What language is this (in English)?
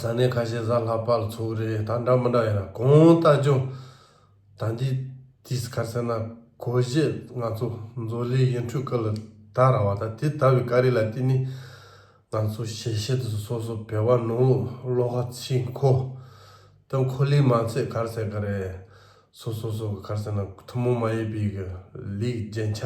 Tibetan